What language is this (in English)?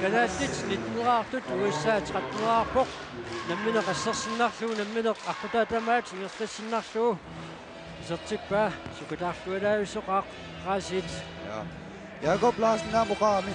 Kalaallisut